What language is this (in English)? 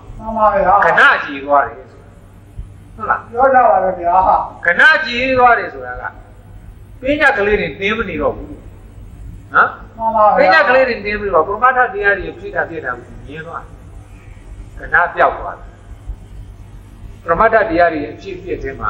Burmese